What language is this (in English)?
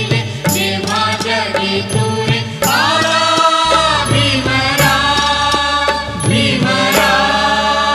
Marathi